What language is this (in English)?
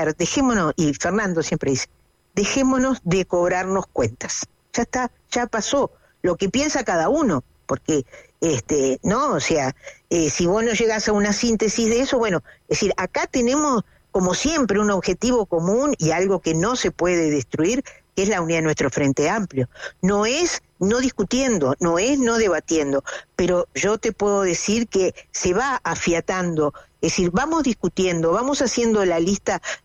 Spanish